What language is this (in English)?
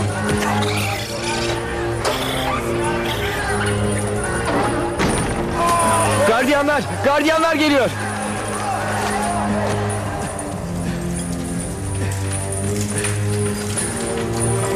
Turkish